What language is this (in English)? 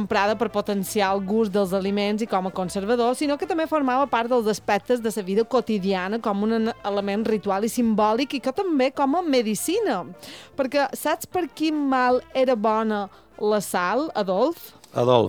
Catalan